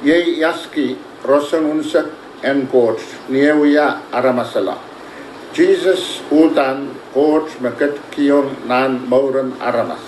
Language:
Pohnpeian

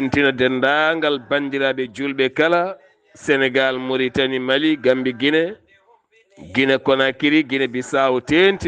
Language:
Fula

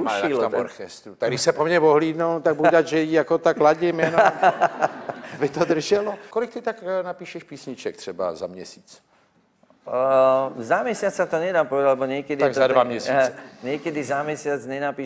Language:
Slovak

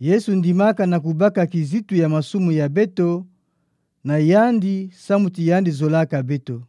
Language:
Kituba (Democratic Republic of Congo)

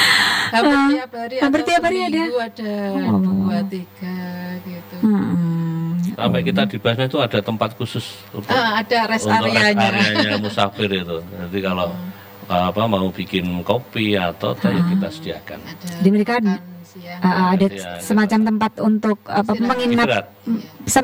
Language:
Indonesian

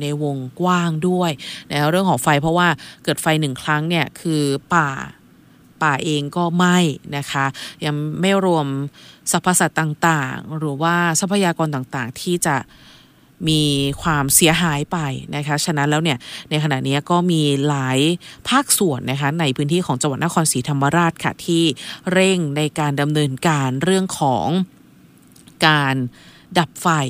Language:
Thai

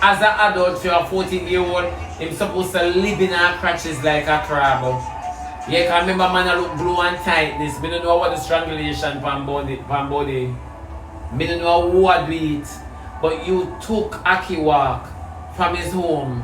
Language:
Jamaican Creole English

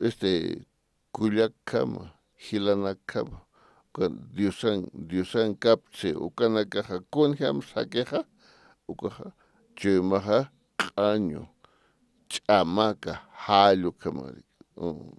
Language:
Aymara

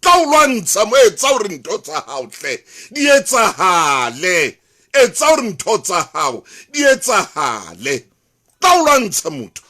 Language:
Southern Sotho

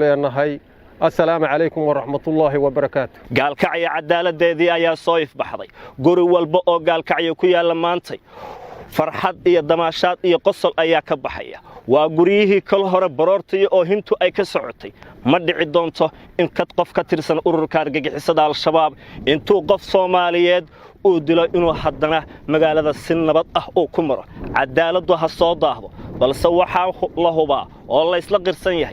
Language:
Somali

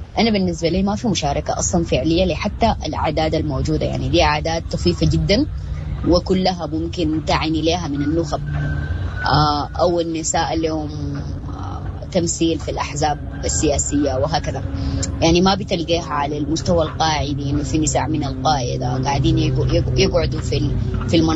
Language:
Sudanese Arabic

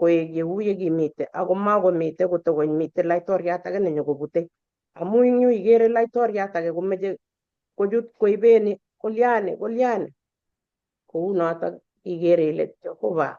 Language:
Kalenjin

